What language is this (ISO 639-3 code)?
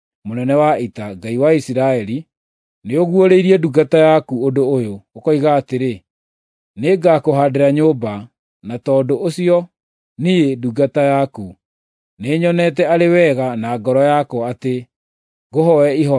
kik